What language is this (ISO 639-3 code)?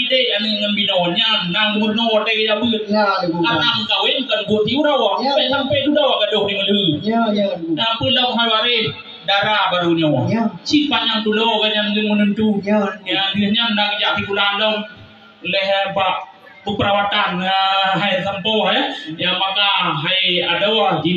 ace